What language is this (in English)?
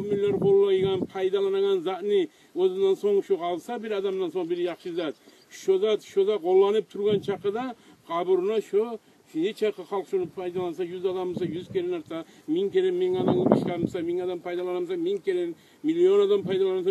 Kumyk